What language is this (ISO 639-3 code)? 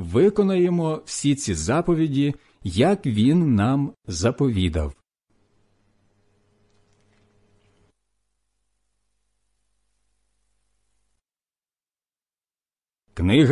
ukr